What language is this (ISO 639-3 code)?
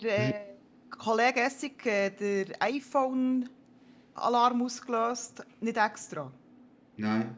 gsw